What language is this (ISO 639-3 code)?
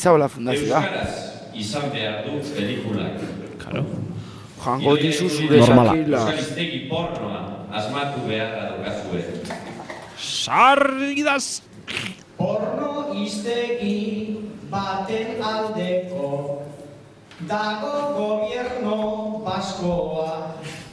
eus